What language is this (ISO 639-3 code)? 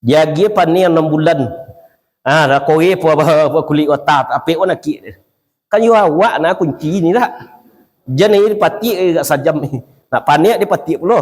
min